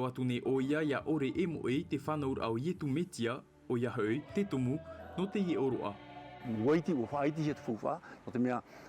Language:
Tahitian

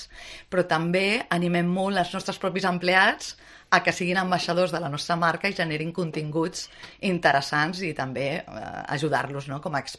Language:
Catalan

